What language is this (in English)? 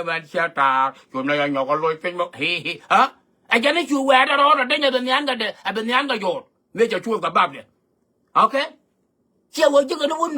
Nuer